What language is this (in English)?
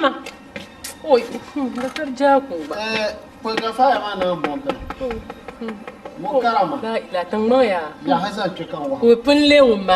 Dagbani